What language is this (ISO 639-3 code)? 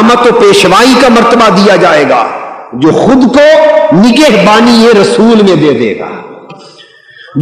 urd